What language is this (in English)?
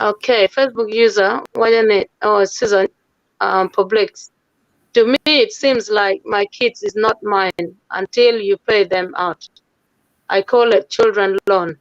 Acoli